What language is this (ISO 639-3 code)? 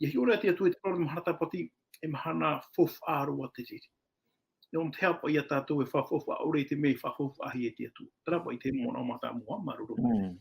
tah